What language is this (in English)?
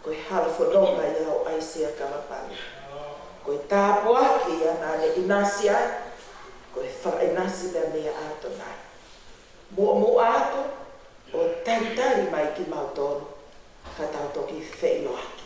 Tongan